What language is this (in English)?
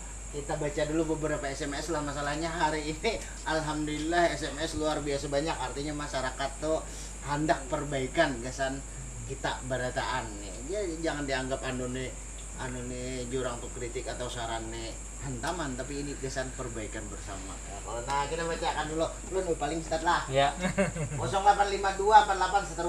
Banjar